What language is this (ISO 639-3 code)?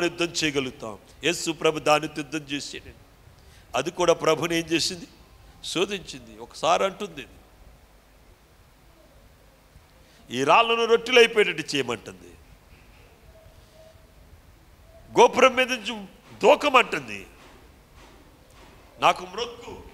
tel